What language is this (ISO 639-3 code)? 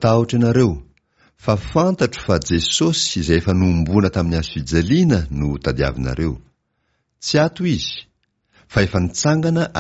mlg